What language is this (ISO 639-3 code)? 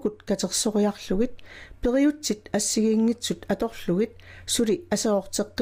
kal